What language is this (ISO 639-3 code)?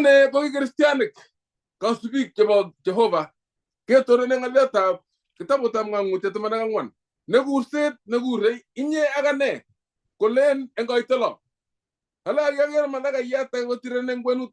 kln